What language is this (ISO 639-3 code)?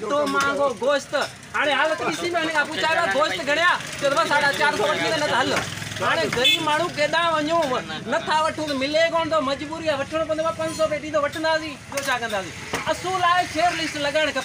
snd